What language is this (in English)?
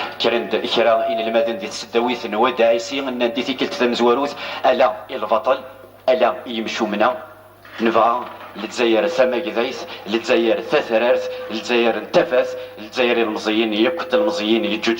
Kabyle